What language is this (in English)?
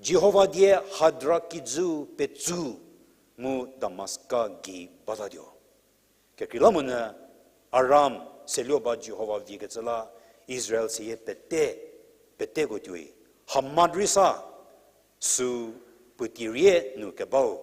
Angami Naga